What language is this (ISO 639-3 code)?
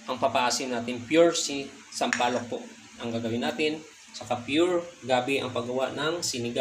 fil